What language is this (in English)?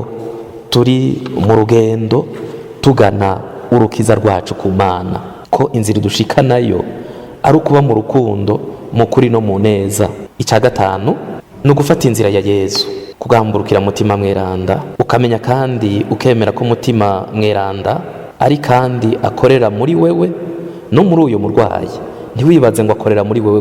Rundi